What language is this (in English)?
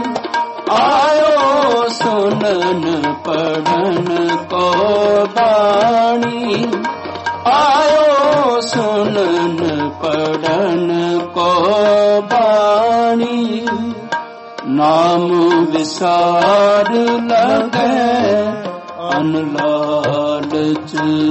Punjabi